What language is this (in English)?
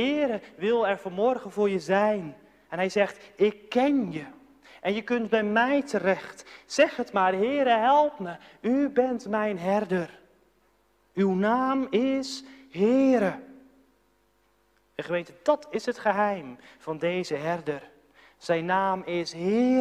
Dutch